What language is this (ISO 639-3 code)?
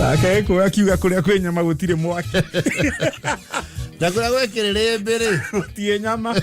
kik